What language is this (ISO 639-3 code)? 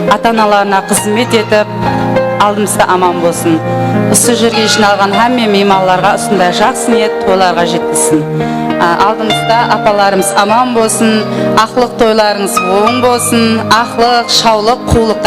kaa